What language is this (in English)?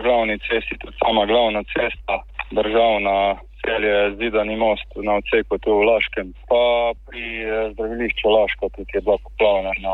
Slovenian